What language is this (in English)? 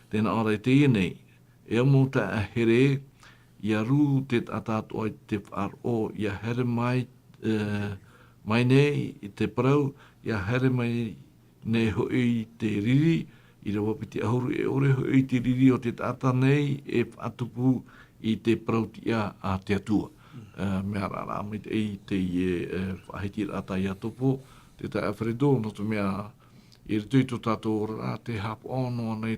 Tahitian